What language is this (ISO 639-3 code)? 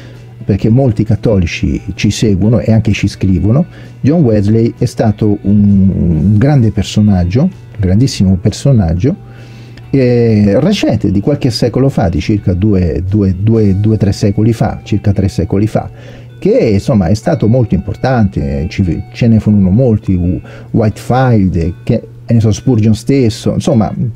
ita